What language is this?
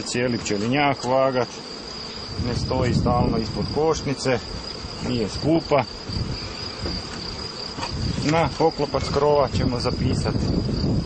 Croatian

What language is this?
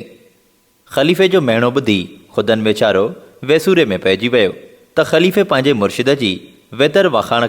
Sindhi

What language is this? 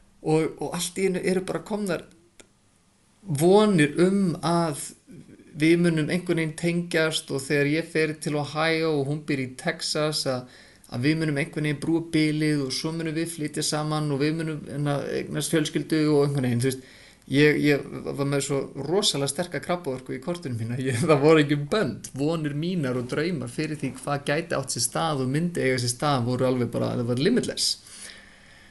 Icelandic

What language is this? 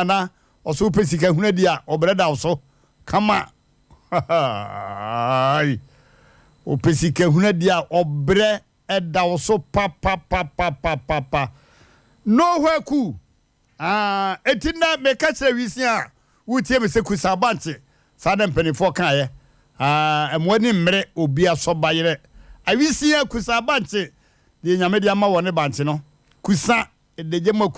Akan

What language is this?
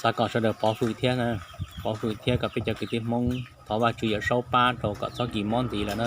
Hmong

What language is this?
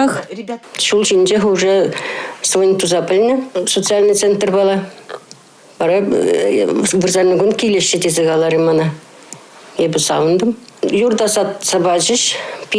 Chuvash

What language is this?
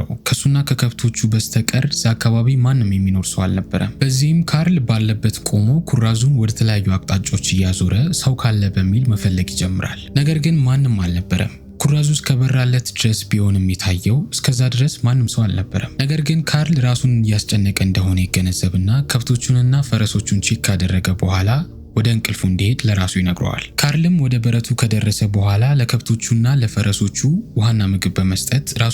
Amharic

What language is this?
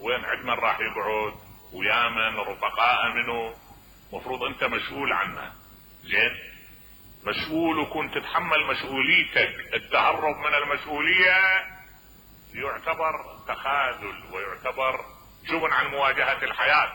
Mesopotamian Arabic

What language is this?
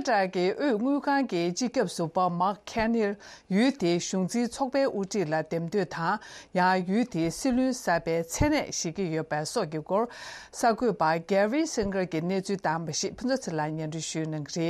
Tibetan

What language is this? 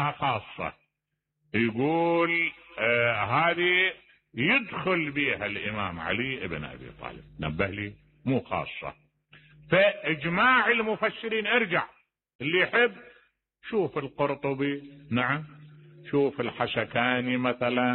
Mesopotamian Arabic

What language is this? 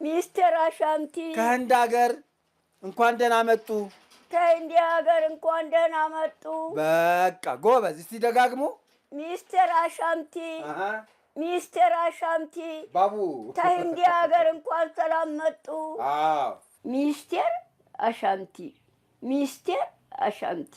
Amharic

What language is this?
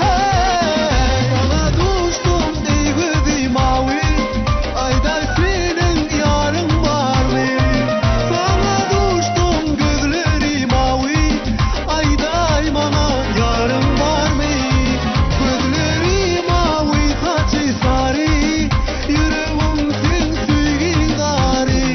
Turkmen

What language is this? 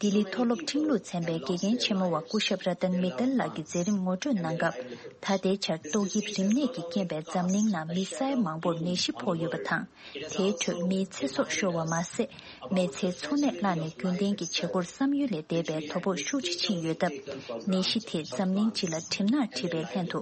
Tibetan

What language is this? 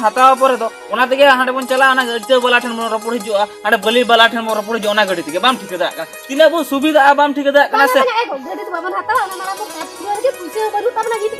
Santali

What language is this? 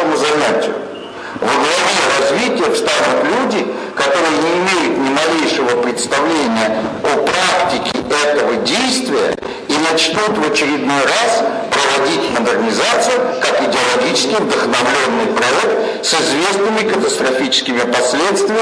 Russian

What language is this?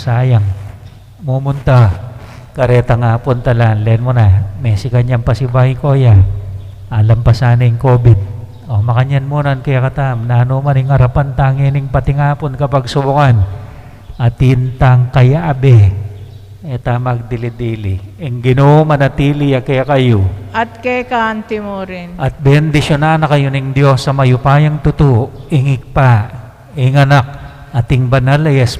Pampanga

